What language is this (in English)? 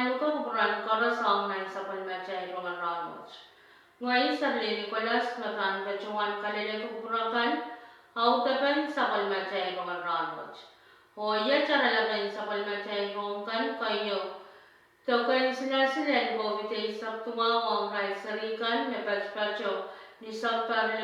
Pohnpeian